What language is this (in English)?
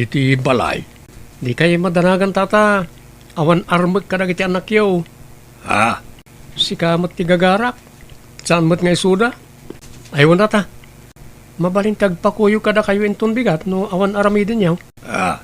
Iloko